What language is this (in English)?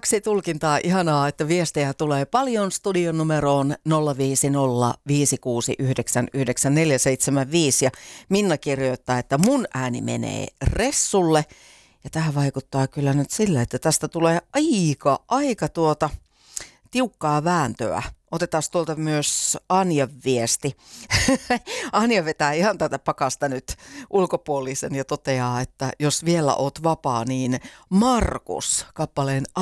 Finnish